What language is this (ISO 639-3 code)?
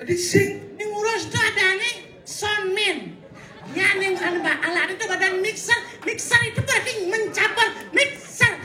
ban